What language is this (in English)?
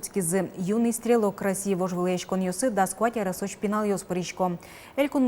Udmurt